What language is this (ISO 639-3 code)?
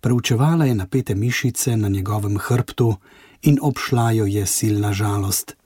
slv